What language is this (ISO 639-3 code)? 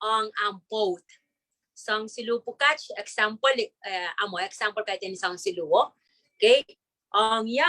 pon